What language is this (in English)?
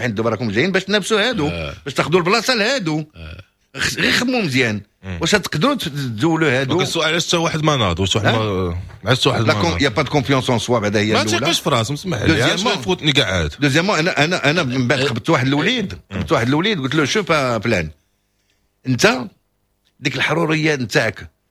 Moroccan Arabic